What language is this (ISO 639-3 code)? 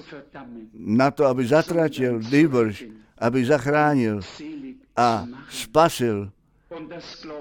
ces